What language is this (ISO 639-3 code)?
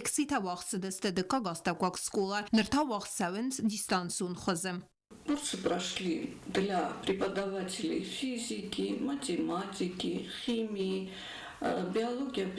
oss